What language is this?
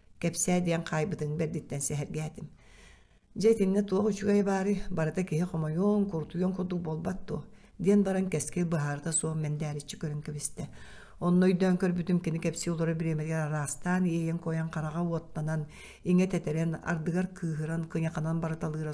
Yakut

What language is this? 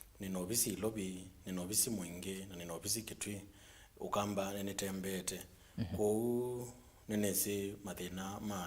Kamba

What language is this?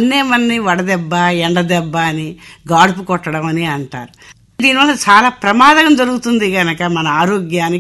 Telugu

